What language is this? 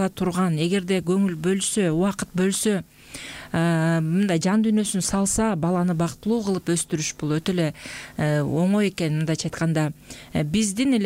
Kyrgyz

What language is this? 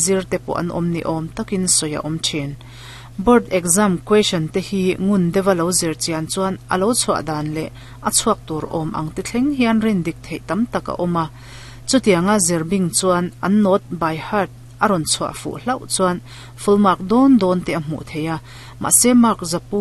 Mizo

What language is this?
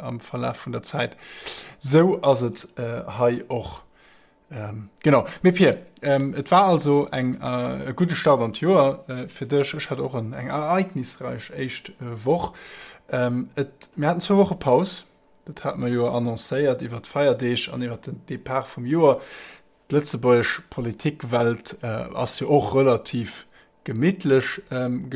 Luxembourgish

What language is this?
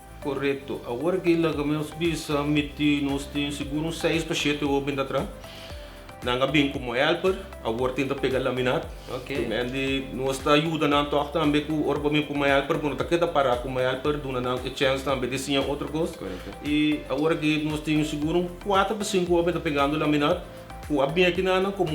Papiamento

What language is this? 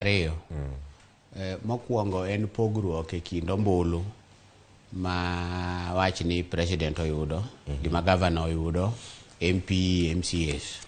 Luo (Kenya and Tanzania)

